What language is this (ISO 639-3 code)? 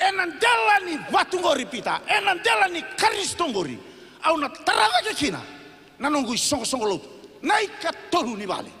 fij